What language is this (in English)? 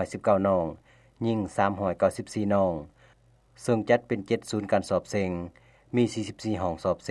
Lao